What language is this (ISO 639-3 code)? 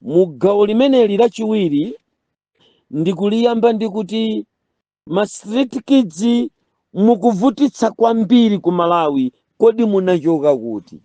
nya